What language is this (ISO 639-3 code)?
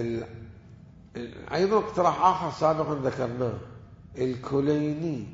acm